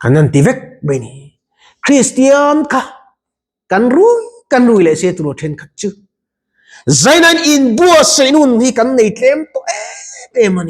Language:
Mizo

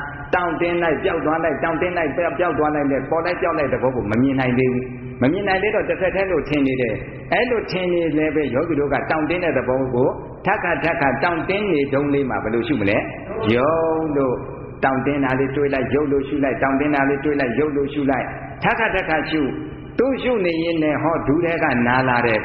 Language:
Burmese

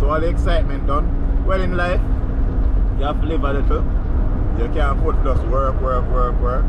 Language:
Jamaican Creole English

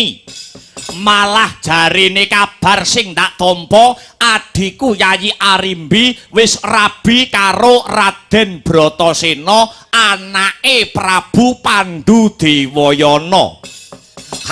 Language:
Javanese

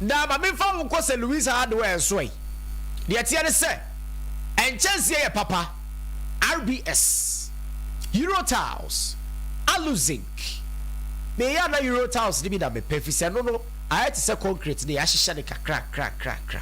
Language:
Akan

